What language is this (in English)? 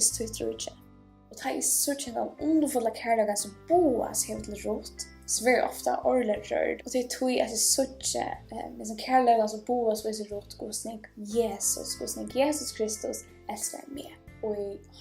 Faroese